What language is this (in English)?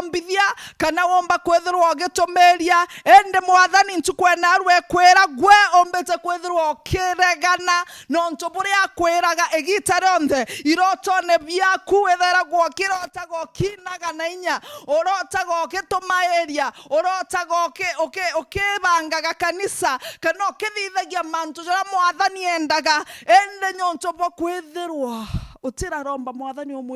Meru